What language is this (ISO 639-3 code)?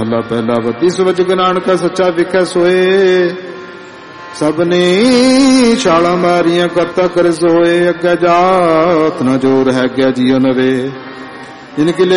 pan